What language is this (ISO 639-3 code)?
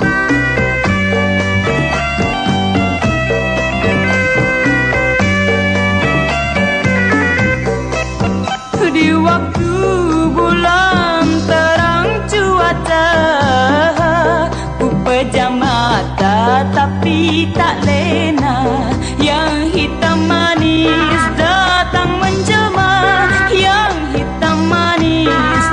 msa